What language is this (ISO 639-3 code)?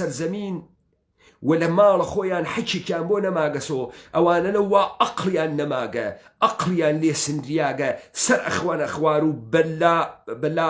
ckb